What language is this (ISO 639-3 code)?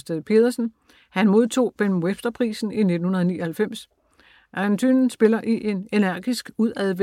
dan